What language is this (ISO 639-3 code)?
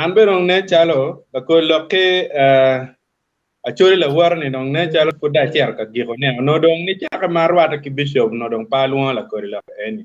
ach